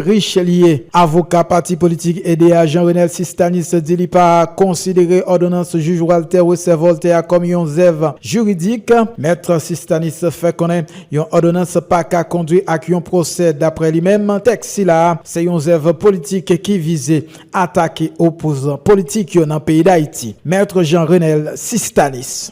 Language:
Haitian Creole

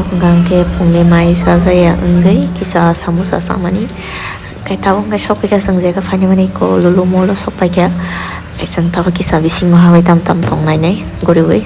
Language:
Kok Borok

